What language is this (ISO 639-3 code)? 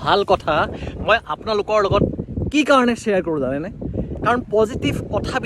asm